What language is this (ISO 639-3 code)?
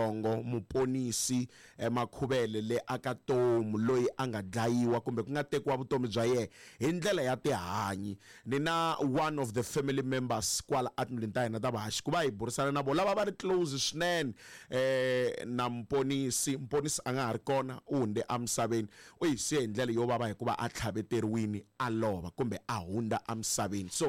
tso